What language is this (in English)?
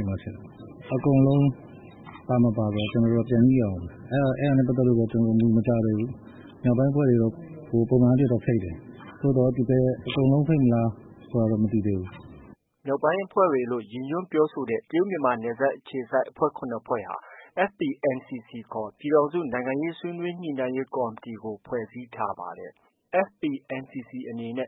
Burmese